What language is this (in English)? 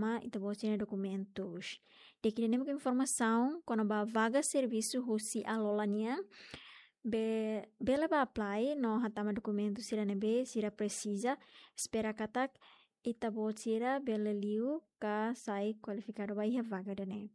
Tetum